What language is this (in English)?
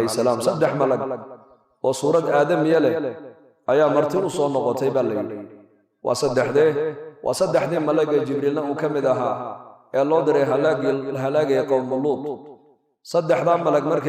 Somali